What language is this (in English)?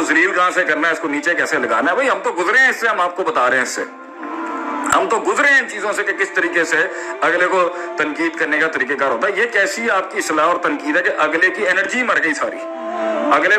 Urdu